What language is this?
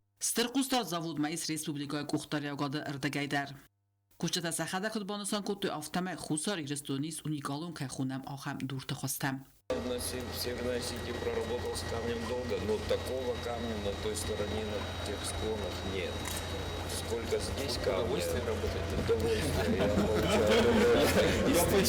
Ossetic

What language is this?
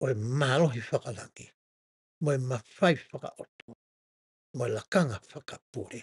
Tongan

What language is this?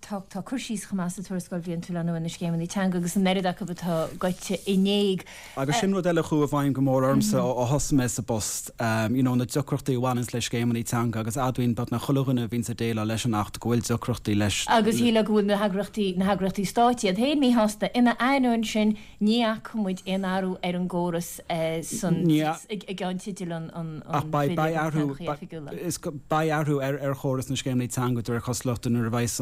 Irish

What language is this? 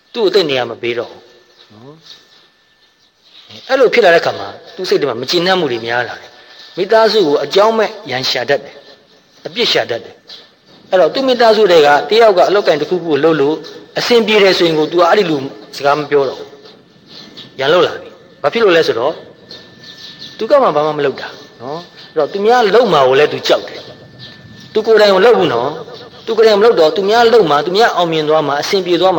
Burmese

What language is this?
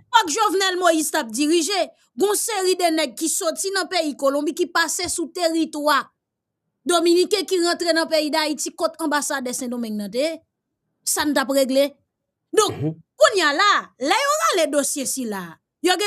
Haitian Creole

